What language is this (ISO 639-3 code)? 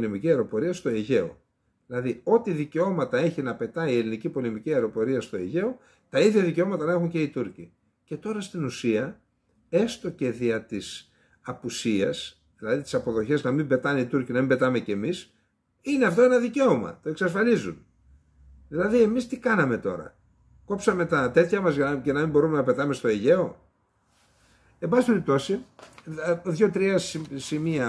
ell